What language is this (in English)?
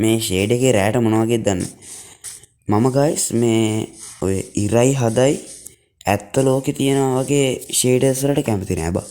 Sinhala